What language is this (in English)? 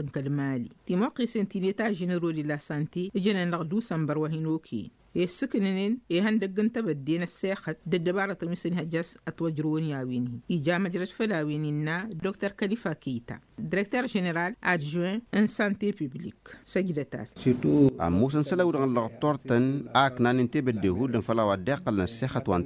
Tamasheq